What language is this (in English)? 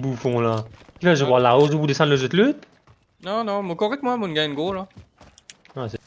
Morisyen